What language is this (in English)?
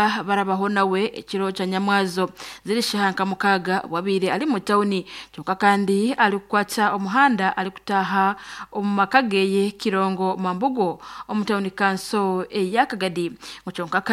Nyankole